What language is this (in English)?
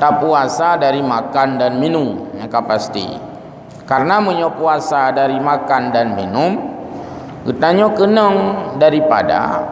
Achinese